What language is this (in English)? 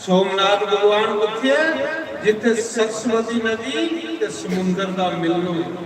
Dogri